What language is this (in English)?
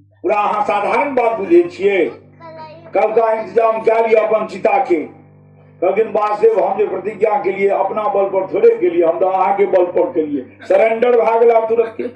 Maithili